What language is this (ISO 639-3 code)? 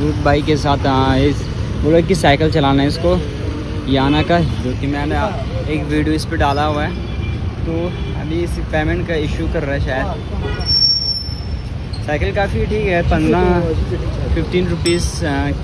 hin